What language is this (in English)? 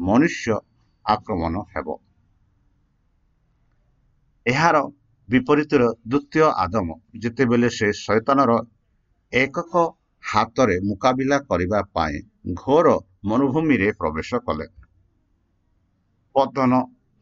Odia